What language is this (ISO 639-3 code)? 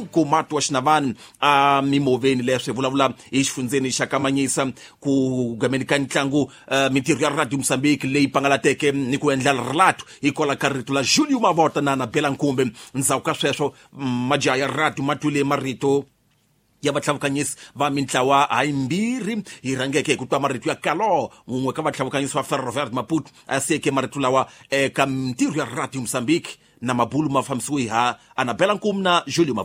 tso